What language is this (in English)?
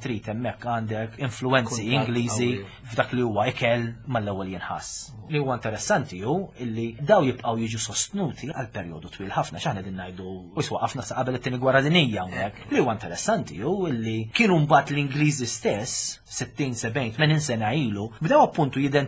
Maltese